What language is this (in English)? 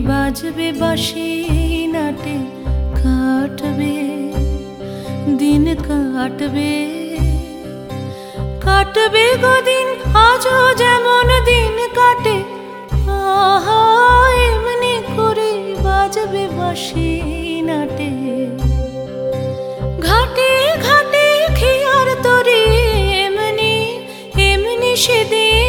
Bangla